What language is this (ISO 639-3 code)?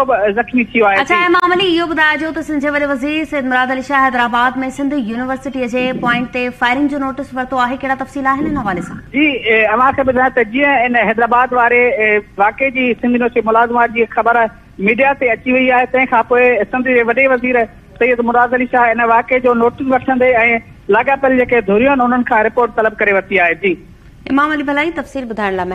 snd